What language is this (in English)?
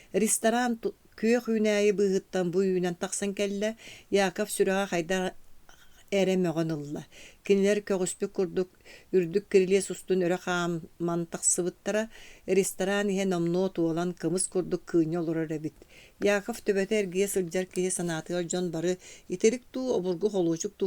Yakut